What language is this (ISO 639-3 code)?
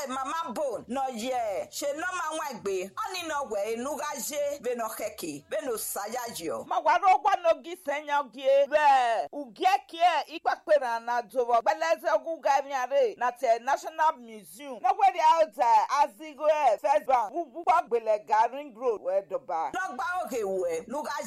pcm